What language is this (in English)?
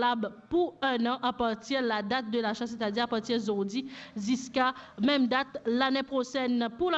Morisyen